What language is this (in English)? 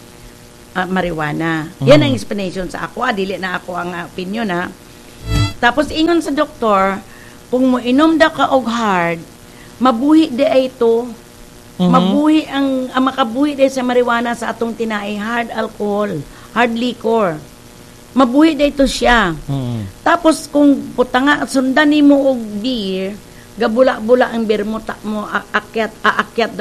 Cebuano